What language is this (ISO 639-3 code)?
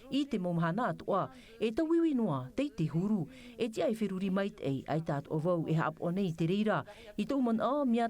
tah